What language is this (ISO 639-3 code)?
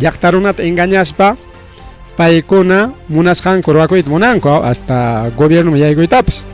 quy